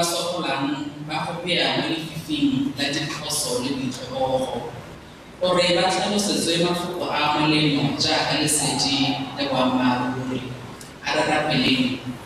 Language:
Tswana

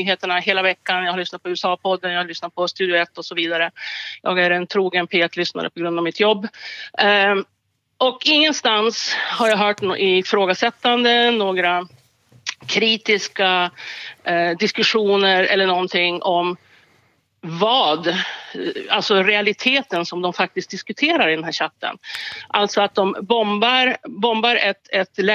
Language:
Swedish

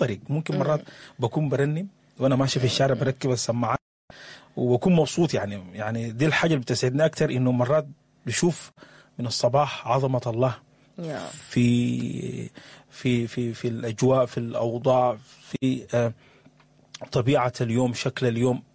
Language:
Sudanese Arabic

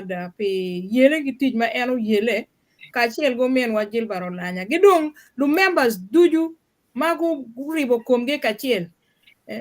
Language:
Acoli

